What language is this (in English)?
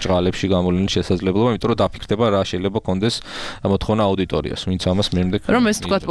Georgian